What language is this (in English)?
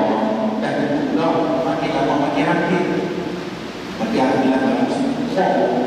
Malay